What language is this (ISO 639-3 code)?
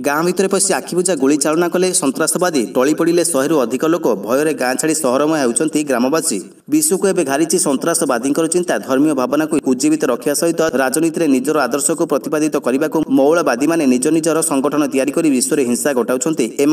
ori